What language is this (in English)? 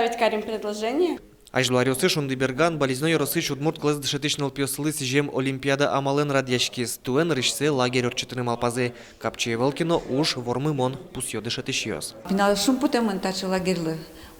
Udmurt